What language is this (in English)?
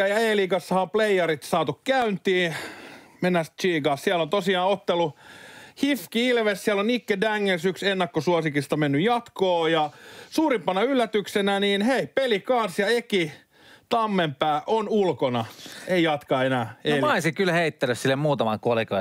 Finnish